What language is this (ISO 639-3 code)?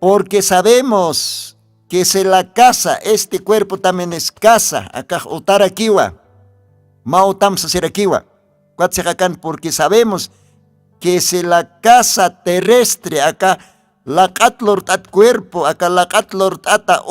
aym